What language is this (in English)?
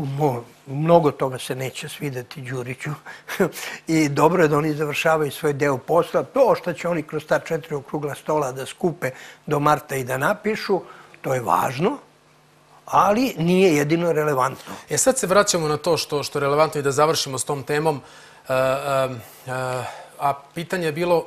Serbian